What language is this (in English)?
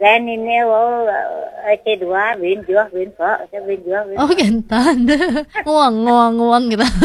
Balinese